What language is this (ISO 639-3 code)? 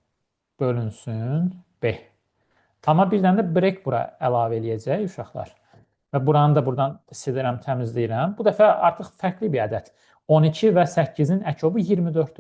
aze